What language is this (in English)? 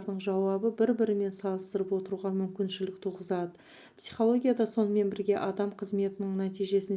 Kazakh